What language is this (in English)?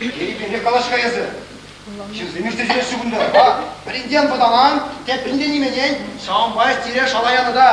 Chuvash